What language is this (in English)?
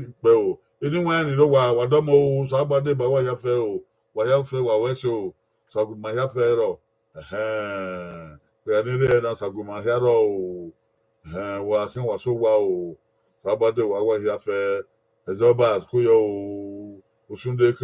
Bini